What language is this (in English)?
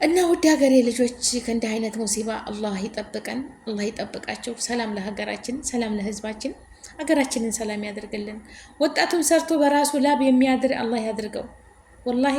Amharic